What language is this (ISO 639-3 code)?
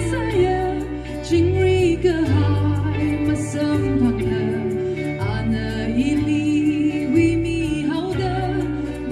nmf